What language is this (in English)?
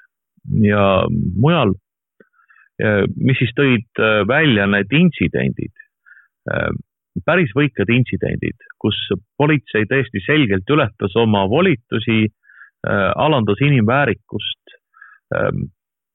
Estonian